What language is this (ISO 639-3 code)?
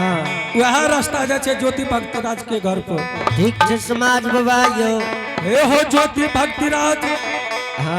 anp